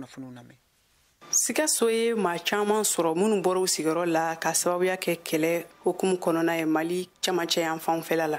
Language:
Bambara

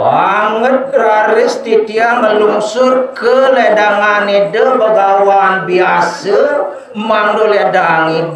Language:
Balinese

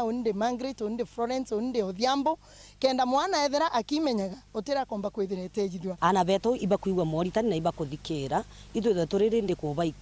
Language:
Meru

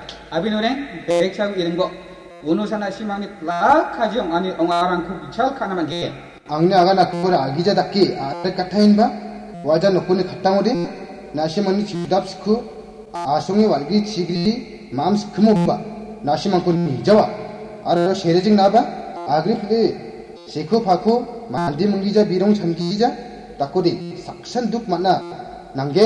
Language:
Garo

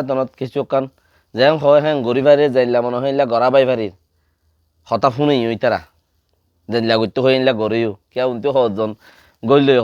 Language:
Rohingya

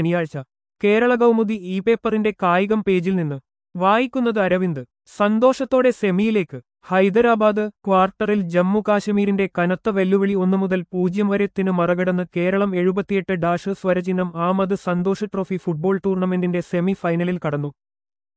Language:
Malayalam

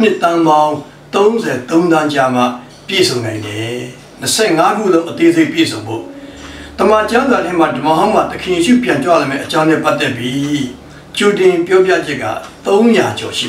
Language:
Burmese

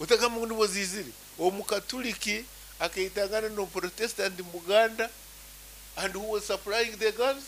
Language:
Nyankole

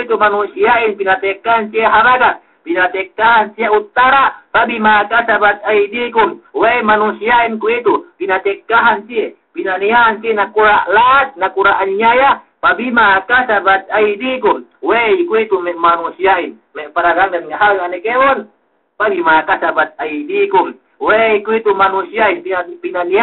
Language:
Yakan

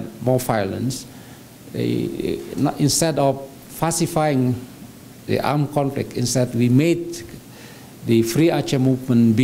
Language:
English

